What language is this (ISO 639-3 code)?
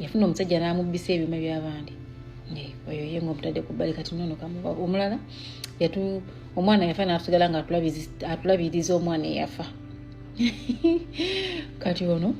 lug